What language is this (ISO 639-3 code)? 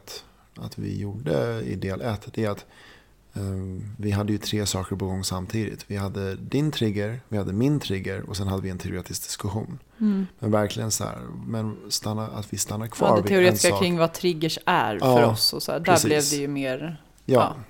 swe